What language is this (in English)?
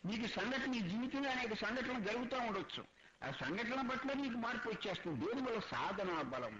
Telugu